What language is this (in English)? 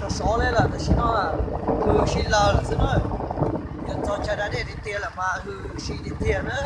Hmong